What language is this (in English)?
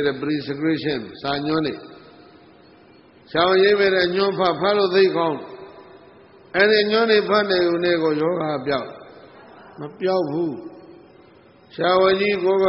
Burmese